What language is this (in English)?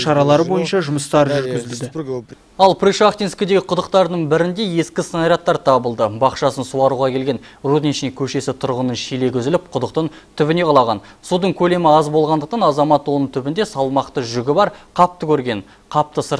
Kazakh